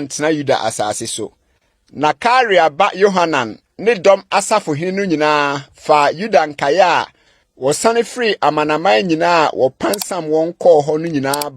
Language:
Akan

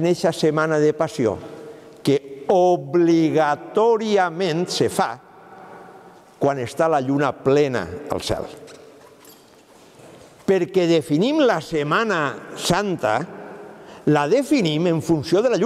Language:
Catalan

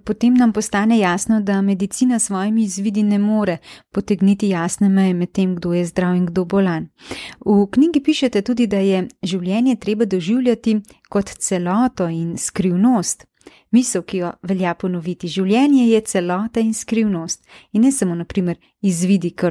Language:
Slovenian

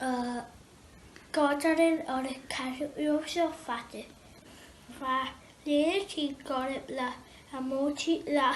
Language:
Scottish Gaelic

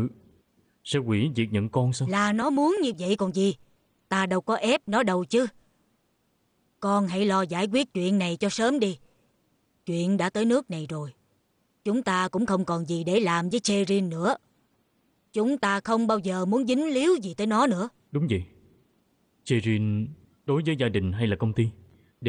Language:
Vietnamese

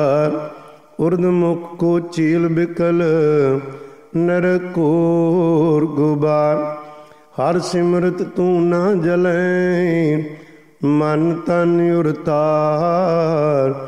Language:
Punjabi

